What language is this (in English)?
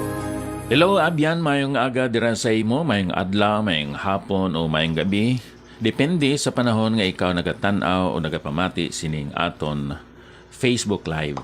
Hiligaynon